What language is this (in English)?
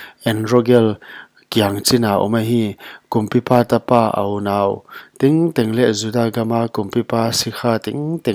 Paite Chin